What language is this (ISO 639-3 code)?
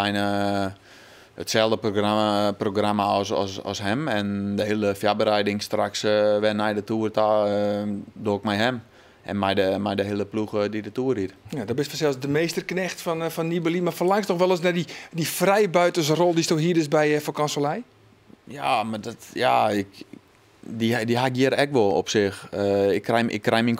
fry